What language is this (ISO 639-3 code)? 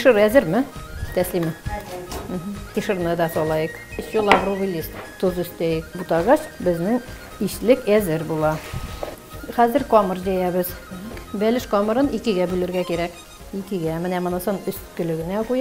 bak